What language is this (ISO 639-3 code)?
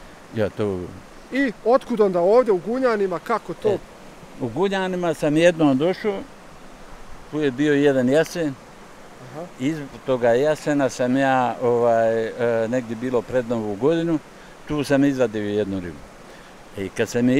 bos